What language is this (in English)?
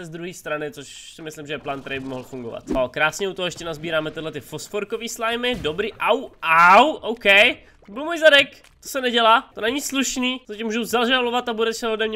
Czech